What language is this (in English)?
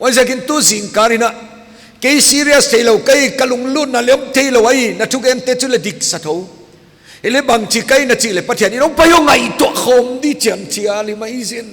Paite Chin